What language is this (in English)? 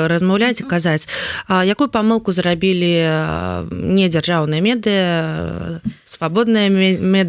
Belarusian